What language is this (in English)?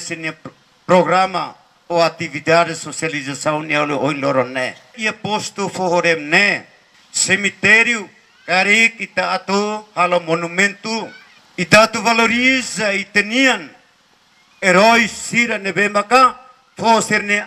Tetum